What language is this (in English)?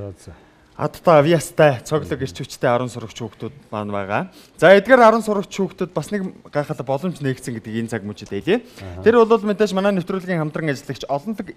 Mongolian